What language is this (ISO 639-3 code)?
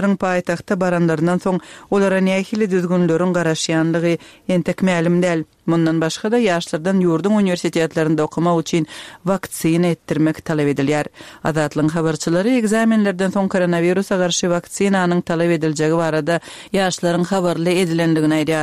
tuk